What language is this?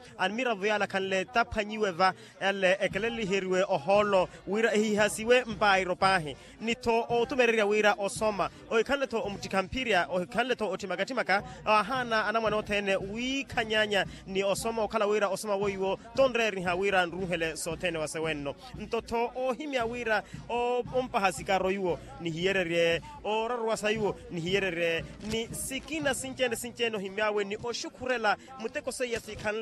Makhuwa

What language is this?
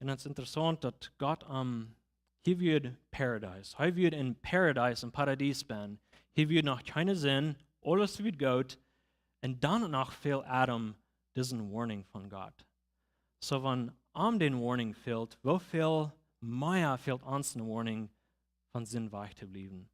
Plautdietsch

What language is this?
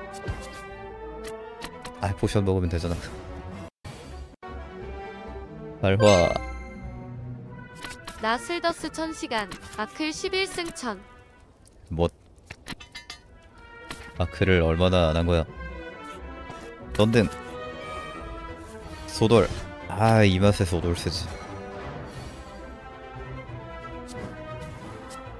Korean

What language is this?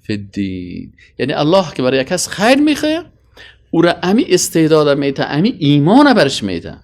Persian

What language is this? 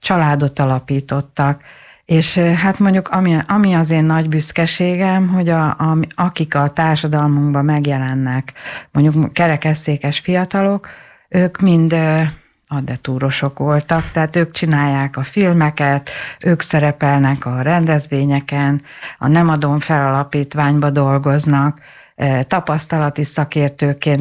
Hungarian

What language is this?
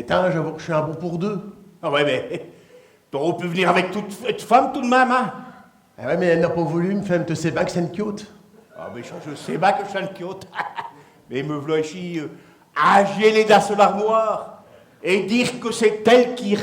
Picard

